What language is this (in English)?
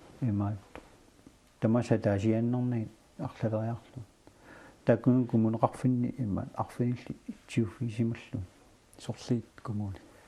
Kalaallisut